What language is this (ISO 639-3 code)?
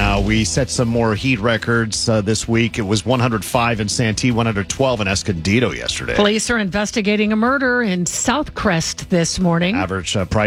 eng